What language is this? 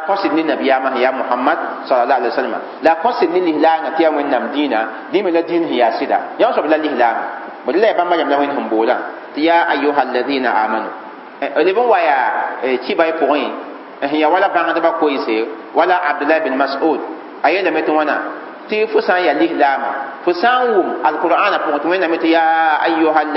Mossi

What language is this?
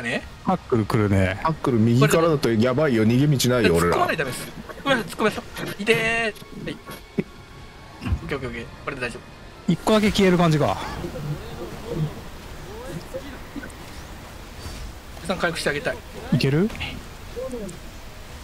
Japanese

